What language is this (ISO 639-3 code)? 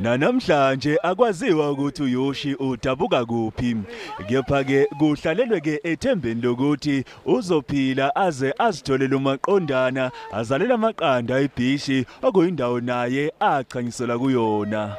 zul